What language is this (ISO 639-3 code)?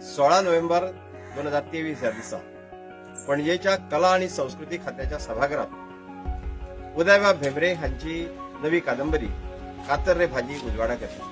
kok